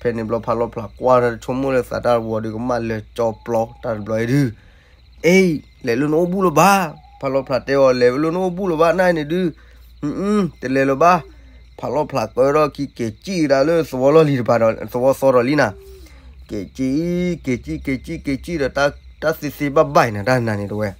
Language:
S'gaw Karen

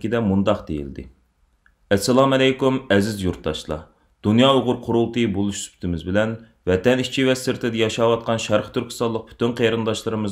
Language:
Uyghur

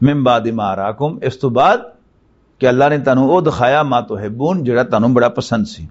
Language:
Western Panjabi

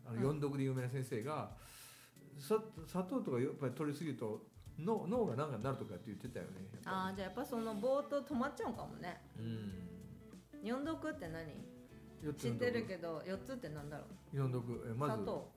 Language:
Japanese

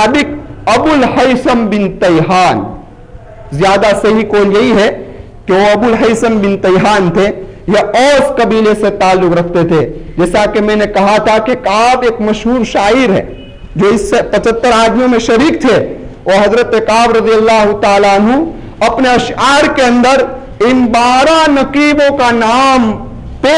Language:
Urdu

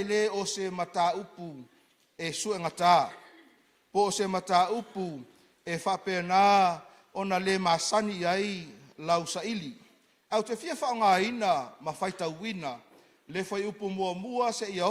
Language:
Samoan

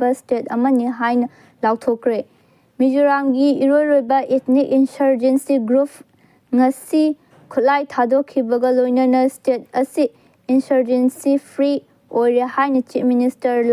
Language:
Manipuri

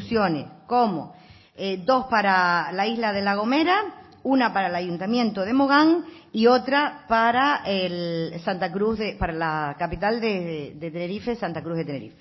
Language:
Spanish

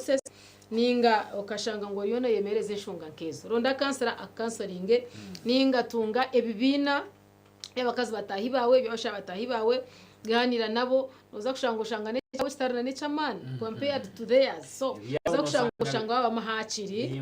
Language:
Nyankole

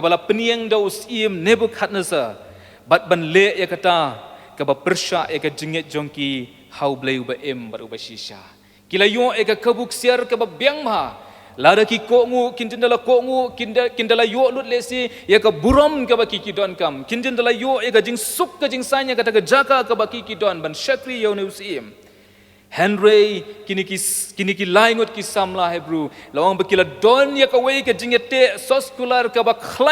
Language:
Khasi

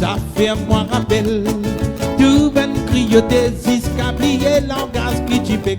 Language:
Morisyen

